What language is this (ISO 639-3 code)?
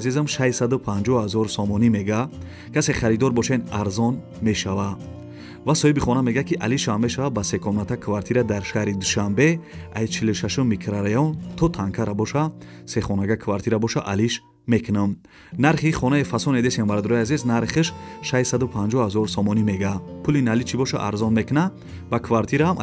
tgk